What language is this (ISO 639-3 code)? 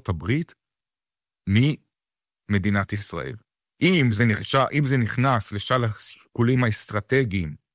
heb